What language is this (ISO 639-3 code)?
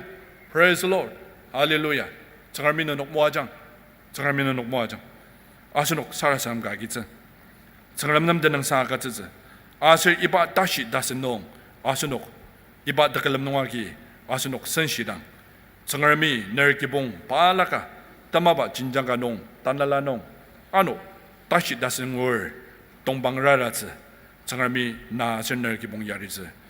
njo